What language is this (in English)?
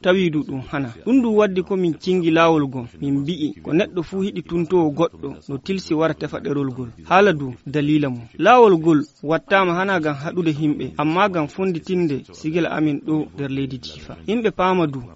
Fula